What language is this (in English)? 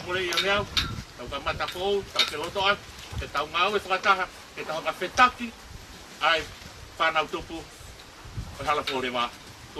Tongan